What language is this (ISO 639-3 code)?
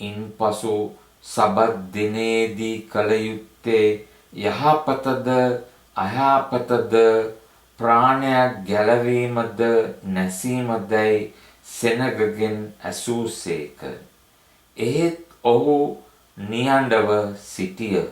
sin